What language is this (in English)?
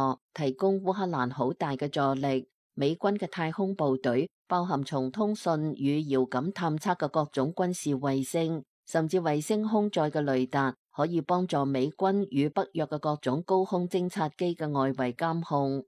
Cantonese